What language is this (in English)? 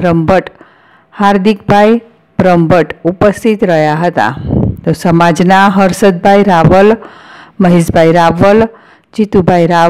Gujarati